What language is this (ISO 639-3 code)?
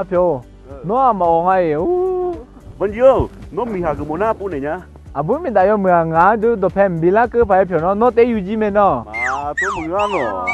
ahk